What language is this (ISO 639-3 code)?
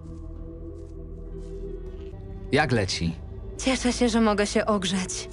pol